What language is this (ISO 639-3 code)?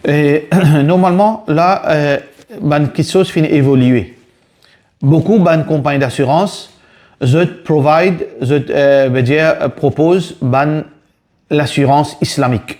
mfe